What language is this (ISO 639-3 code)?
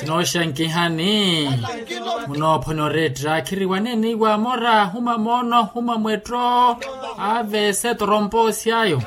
vmw